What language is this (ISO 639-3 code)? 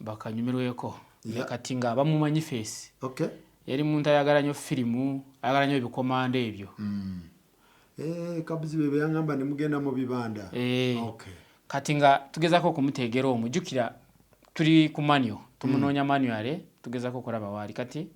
lug